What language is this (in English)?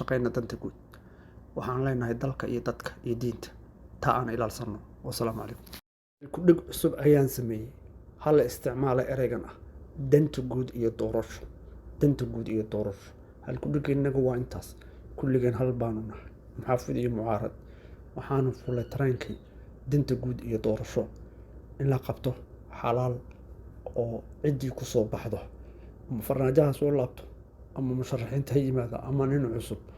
Somali